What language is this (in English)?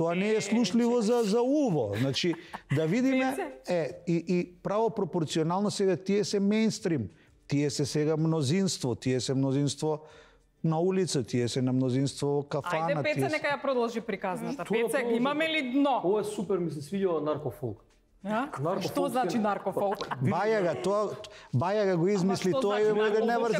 Macedonian